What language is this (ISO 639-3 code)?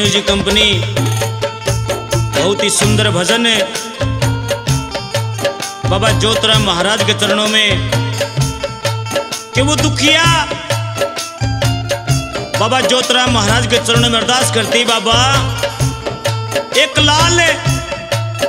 bgc